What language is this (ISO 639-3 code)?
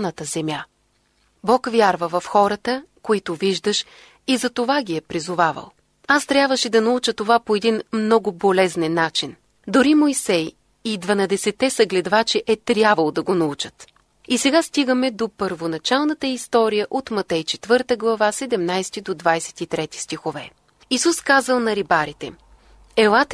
bul